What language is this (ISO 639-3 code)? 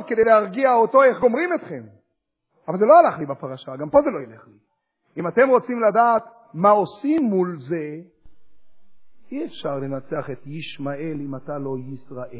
heb